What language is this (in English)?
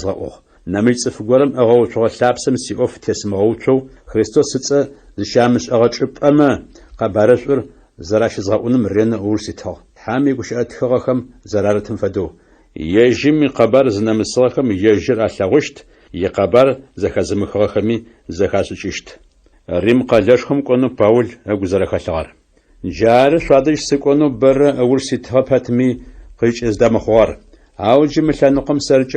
Adyghe